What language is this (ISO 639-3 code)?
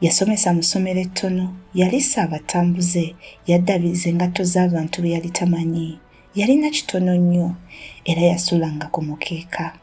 lug